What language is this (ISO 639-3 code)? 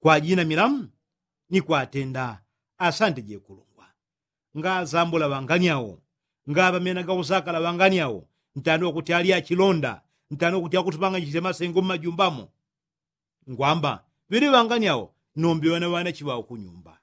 yao